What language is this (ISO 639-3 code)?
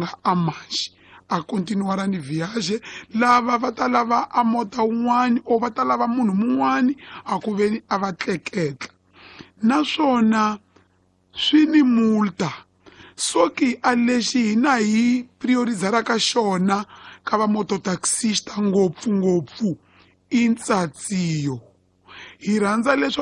tso